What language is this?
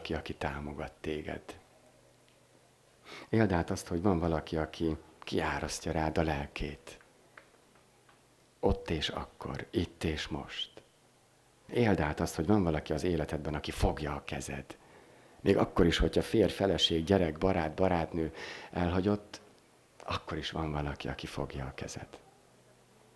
Hungarian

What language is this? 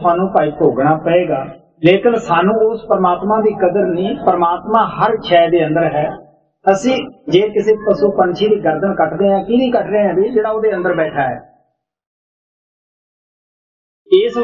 Punjabi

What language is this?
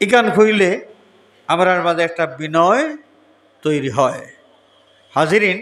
Sylheti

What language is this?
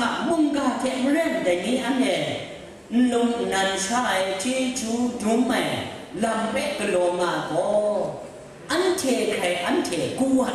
Kachin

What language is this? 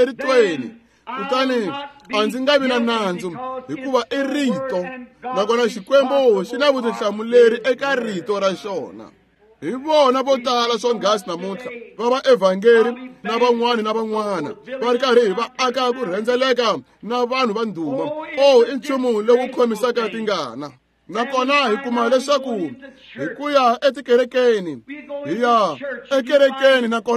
Tsonga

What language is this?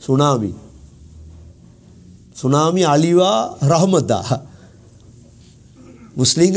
Tamil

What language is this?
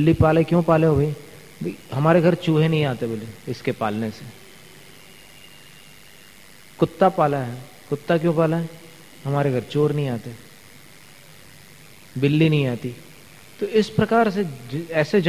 Hindi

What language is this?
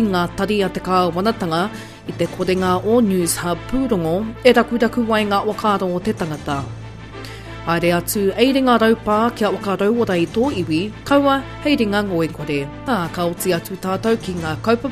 Māori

